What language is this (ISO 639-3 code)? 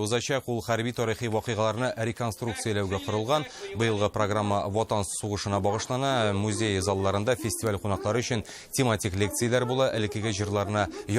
tat